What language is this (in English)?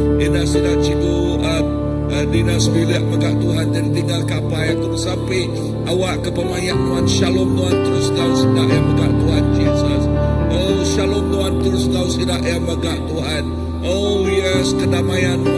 Iban